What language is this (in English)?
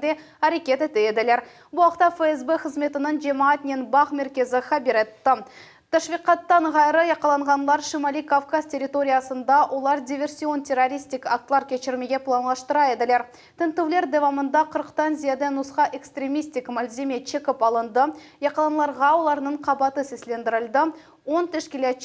Crimean Tatar